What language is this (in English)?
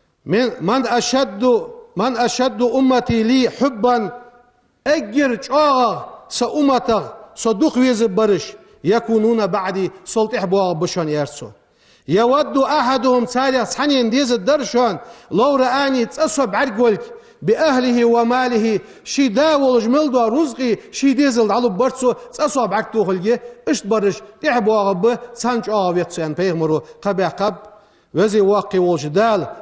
Ingush